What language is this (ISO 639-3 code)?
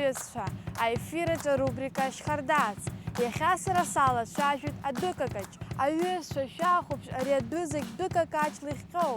abk